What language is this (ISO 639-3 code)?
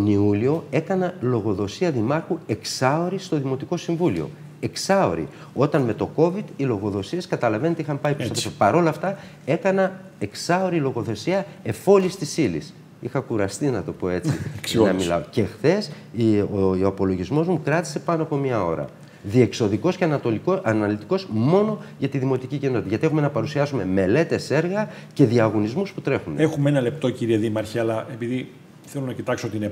ell